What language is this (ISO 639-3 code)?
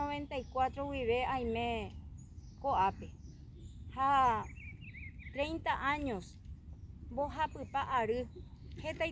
grn